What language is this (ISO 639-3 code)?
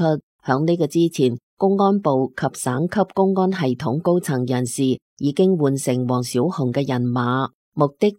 yue